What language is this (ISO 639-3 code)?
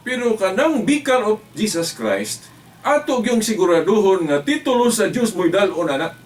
ceb